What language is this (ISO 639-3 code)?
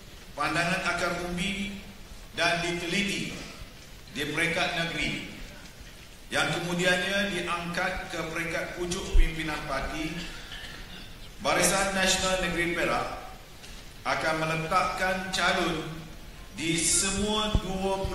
msa